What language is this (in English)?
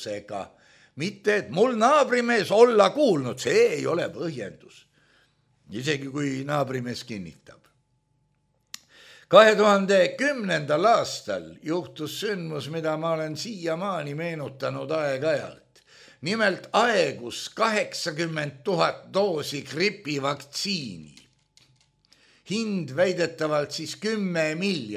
Estonian